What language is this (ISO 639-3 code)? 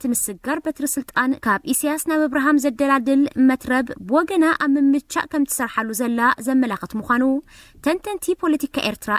tir